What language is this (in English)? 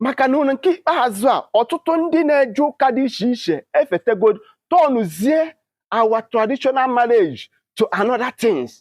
Igbo